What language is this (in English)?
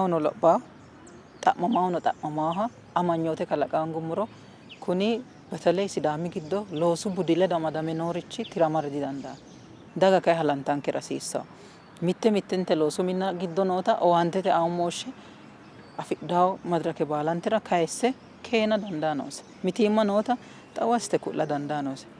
Sidamo